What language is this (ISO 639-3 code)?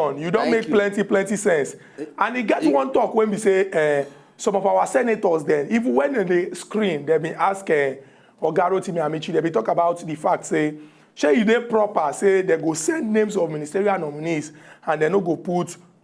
pcm